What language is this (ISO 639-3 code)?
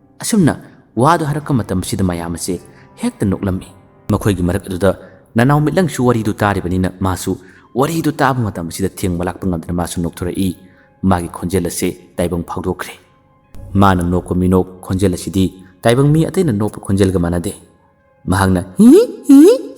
mni